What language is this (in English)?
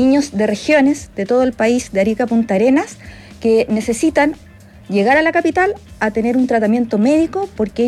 Spanish